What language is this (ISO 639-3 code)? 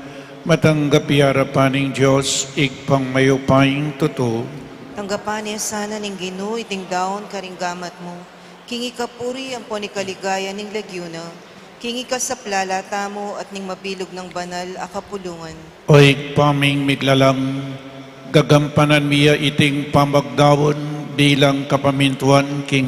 pam